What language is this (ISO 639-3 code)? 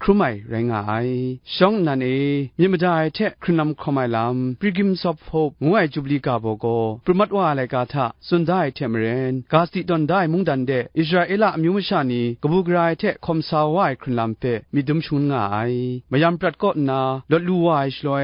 kac